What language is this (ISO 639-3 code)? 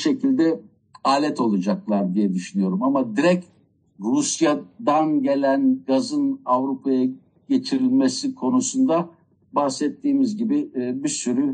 tur